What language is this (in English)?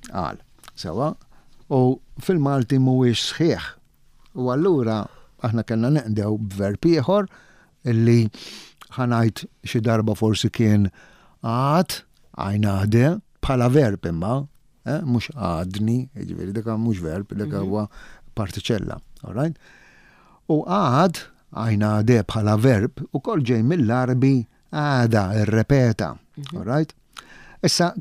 Maltese